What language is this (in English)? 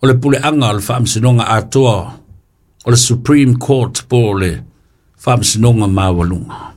Samoan